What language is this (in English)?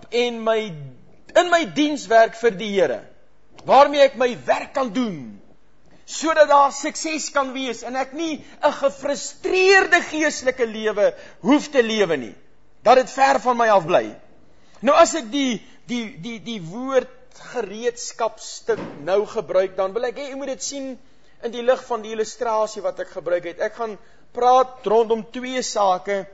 Afrikaans